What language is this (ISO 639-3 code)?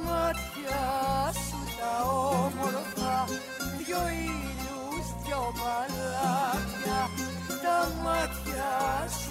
ell